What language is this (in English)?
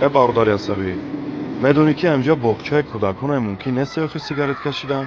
Tajik